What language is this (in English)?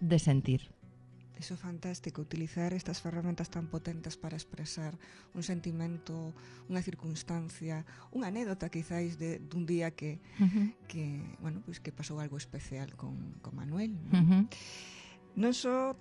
Galician